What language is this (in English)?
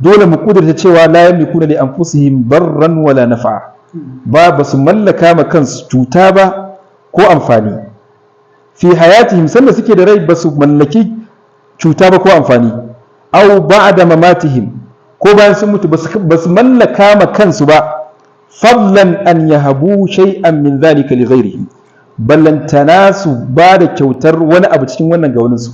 Hausa